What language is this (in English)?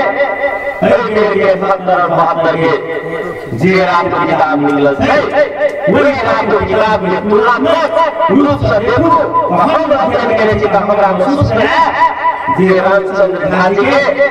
Bhojpuri